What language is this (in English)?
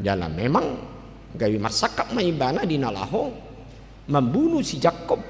Batak Toba